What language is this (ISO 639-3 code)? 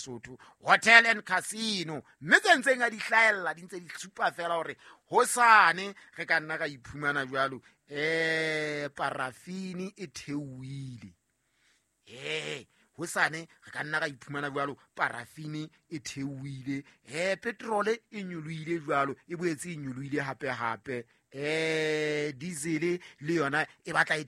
sot